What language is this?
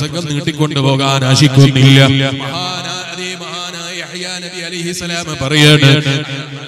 Malayalam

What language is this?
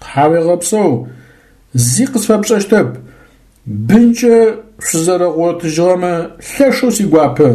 Adyghe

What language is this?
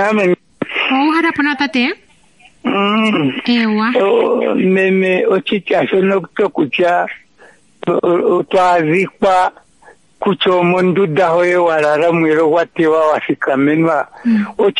Kuanyama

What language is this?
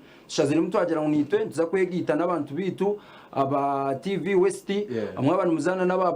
Nyankole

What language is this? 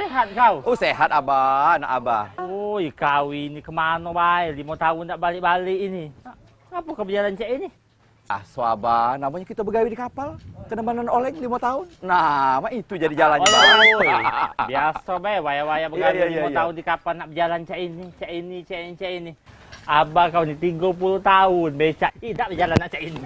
Musi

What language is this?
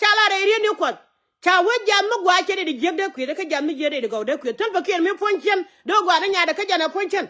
Nuer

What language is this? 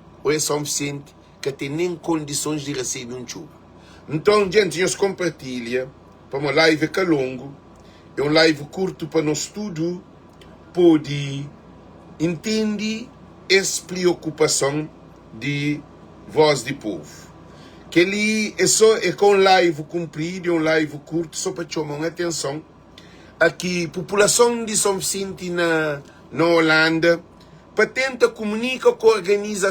Kabuverdianu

